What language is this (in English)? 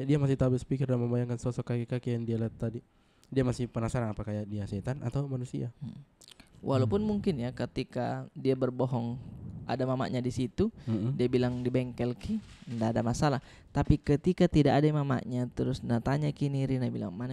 Makassar Malay